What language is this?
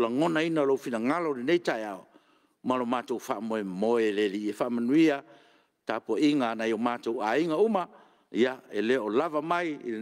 Samoan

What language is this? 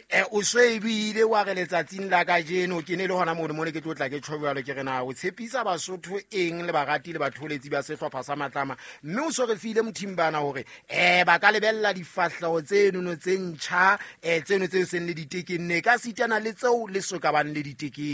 Southern Sotho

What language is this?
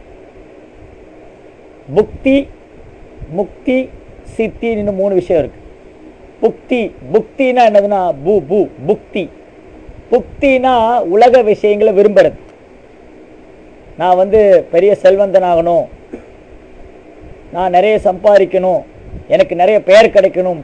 Tamil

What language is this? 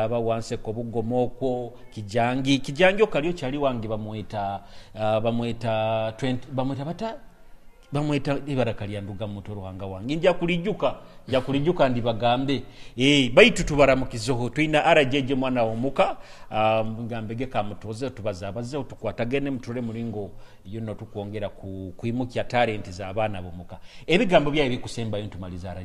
Nyoro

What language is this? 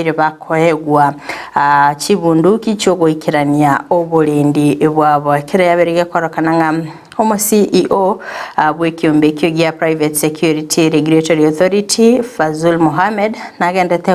Gusii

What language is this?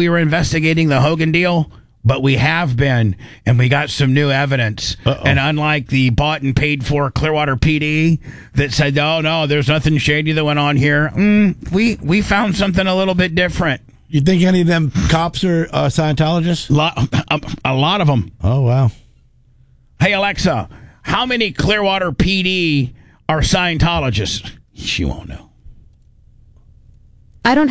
English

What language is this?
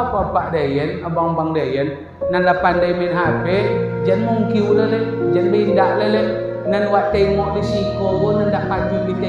Minangkabau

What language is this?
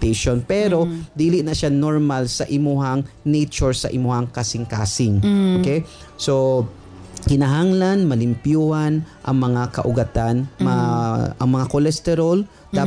Cebuano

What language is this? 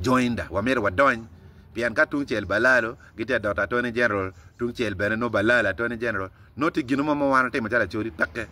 Acoli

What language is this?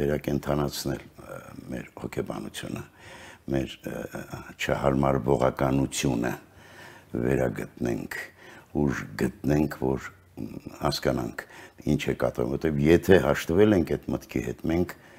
Armenian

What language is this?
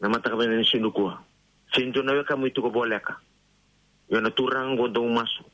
Fijian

